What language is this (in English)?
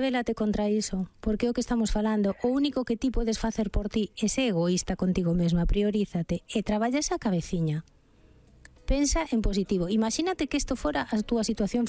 Galician